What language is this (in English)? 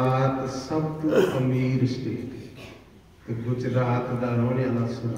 Dogri